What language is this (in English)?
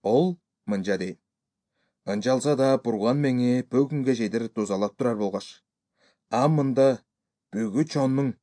Kyrgyz